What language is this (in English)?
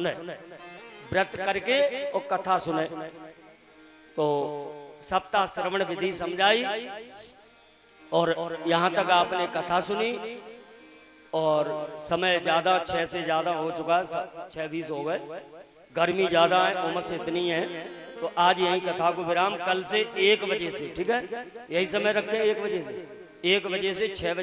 Hindi